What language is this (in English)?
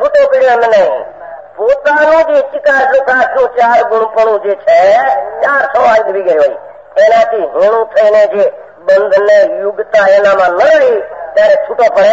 Gujarati